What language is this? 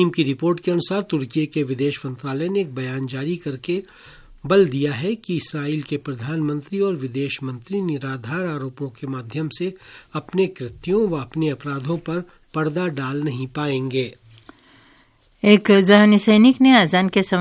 Hindi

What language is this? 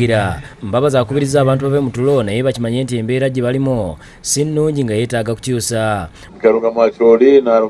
Ganda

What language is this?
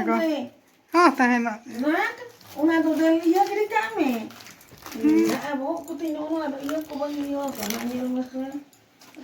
Santali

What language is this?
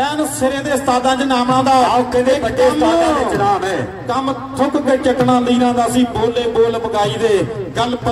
Punjabi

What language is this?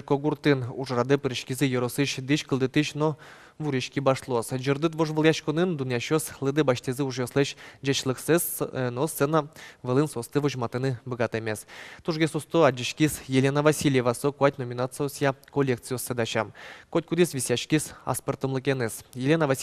Udmurt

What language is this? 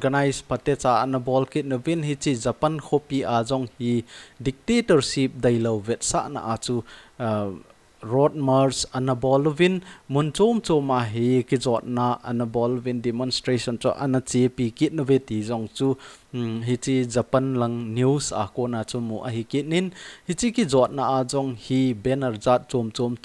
Thado Chin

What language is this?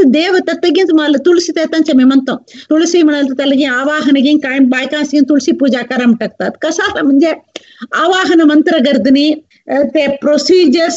Marathi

